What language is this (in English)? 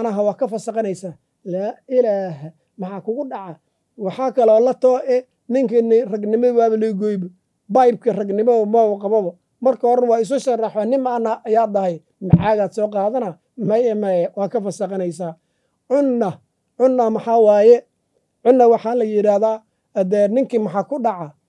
Somali